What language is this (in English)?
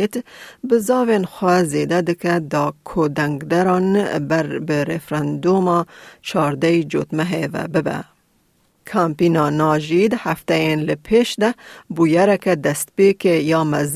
Kurdish